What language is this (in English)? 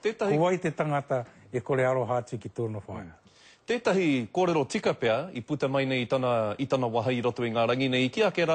Māori